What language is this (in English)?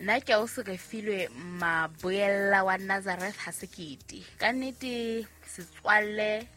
Southern Sotho